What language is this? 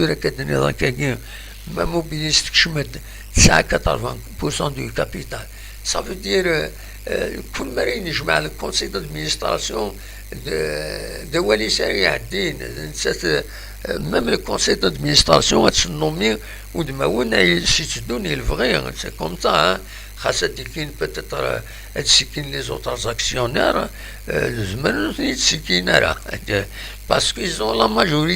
Kabyle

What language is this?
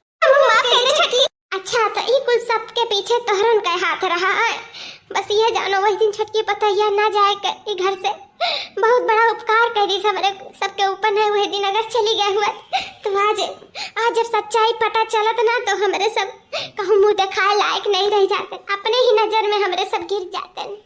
Awadhi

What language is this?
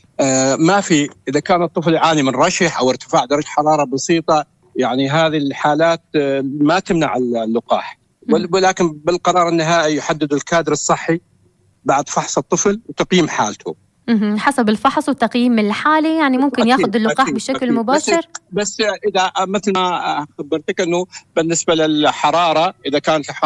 North Levantine Arabic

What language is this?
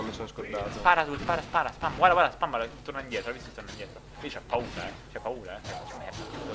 Italian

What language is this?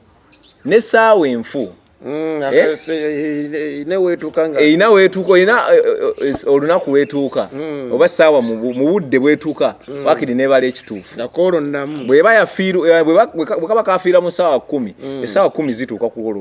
Ganda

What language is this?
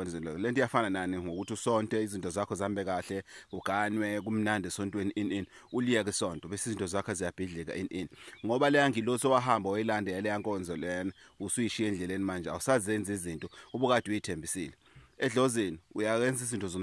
Zulu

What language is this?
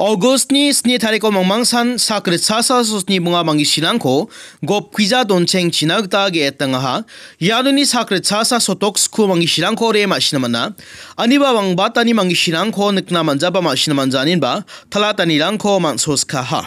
Garo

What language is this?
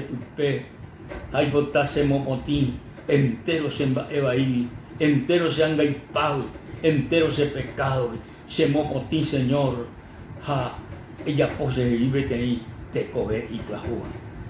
Guarani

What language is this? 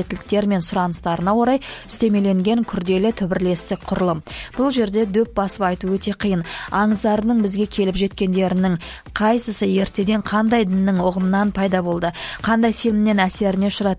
Kazakh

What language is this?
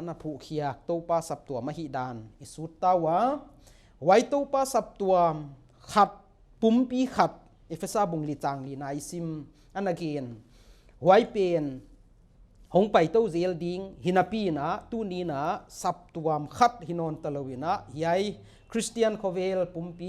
Paite Chin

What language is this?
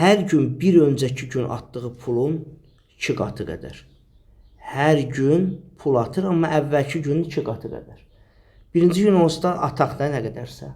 Azerbaijani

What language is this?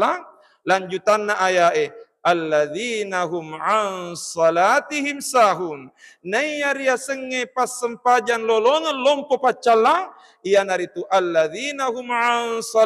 Buginese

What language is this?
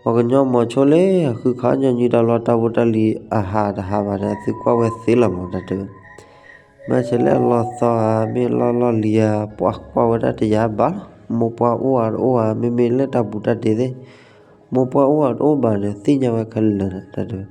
S'gaw Karen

